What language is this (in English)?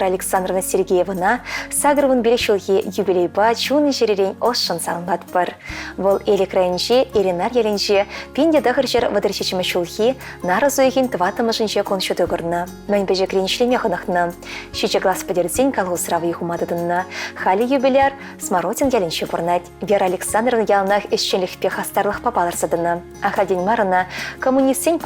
Chuvash